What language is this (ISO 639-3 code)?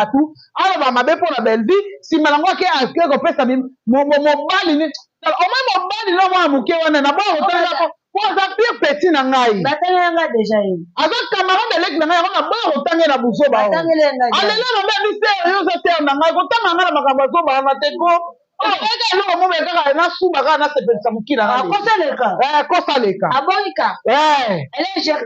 lin